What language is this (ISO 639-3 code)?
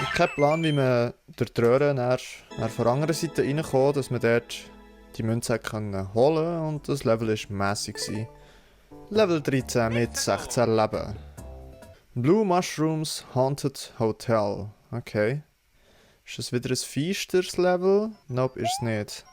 gsw